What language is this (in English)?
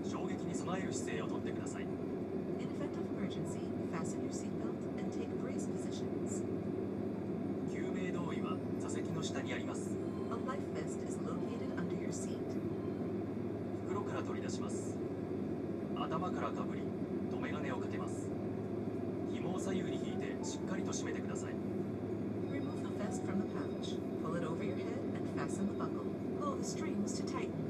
Japanese